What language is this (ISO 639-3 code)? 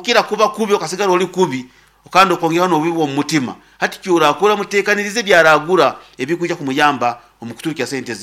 nyn